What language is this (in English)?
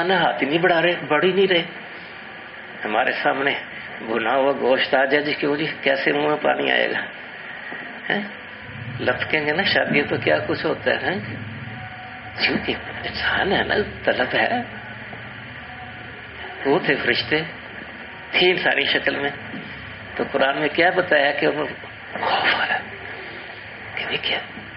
Urdu